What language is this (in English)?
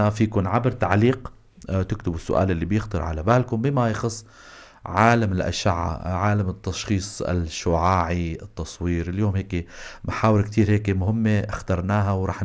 North Levantine Arabic